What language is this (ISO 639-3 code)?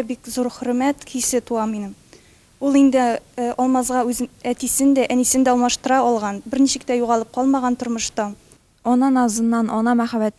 tat